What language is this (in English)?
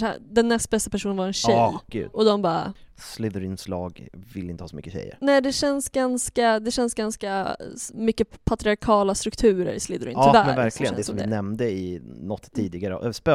Swedish